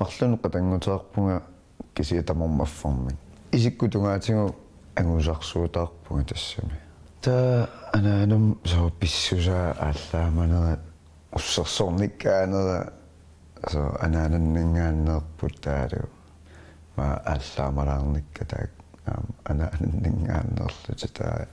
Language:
Kalaallisut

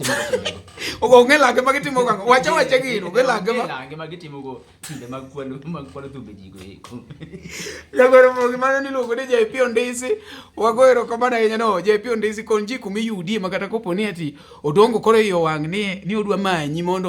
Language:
Luo (Kenya and Tanzania)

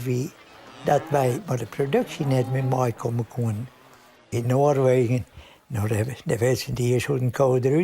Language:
Western Frisian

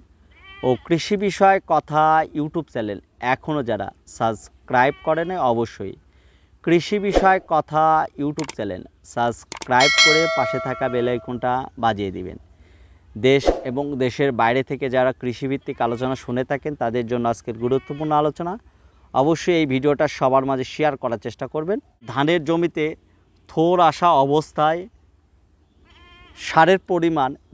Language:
Bangla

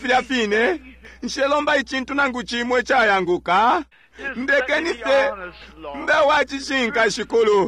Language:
Bemba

